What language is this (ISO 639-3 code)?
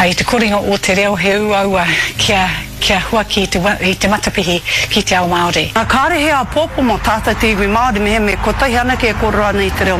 mri